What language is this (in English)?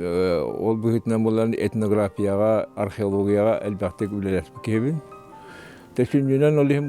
Yakut